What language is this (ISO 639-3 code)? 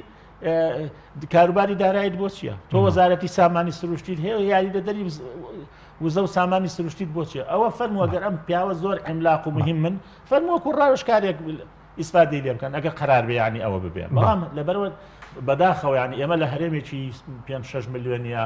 ckb